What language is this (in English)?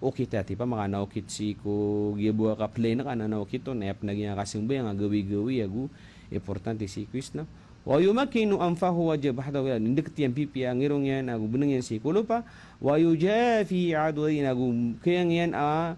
Maranao